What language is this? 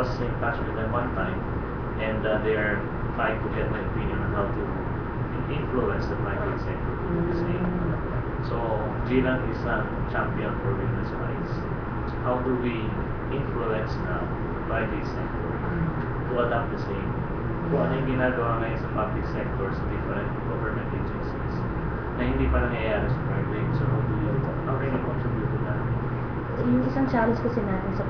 Filipino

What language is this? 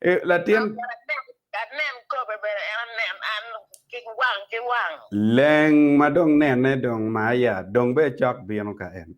Acoli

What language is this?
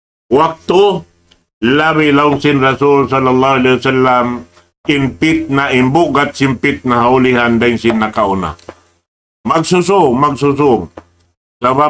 Tausug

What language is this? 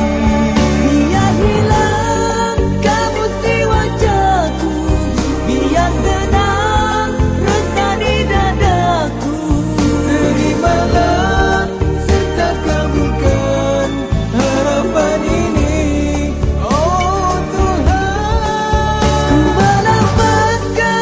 Malay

